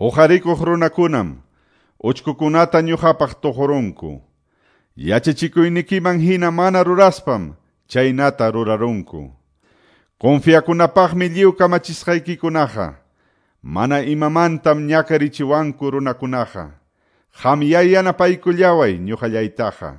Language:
Quechua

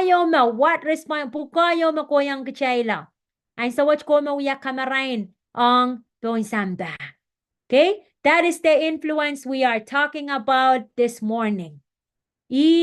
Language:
Pohnpeian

